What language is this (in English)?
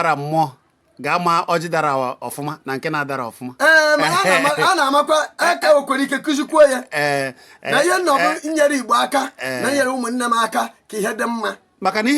Igbo